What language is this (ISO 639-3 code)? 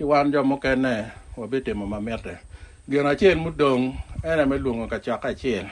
ach